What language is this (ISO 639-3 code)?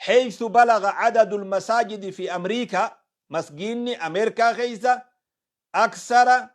orm